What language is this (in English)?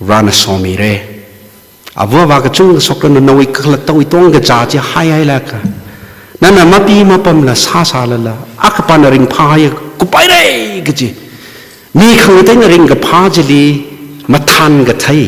Tangkhul Naga (India)